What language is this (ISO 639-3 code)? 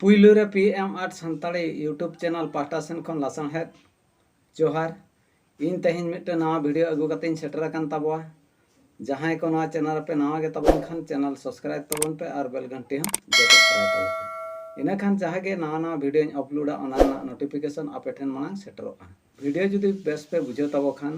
sat